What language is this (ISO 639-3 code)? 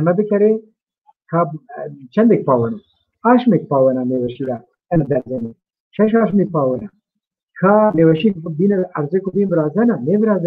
zza